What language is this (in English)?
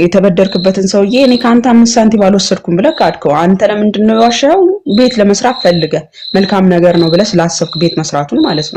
Amharic